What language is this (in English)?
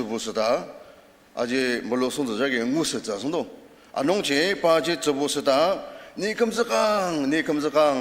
Ao Naga